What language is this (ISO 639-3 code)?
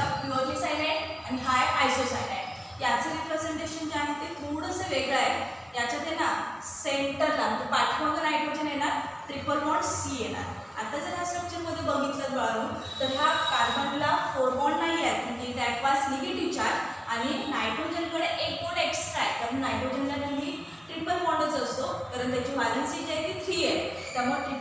mar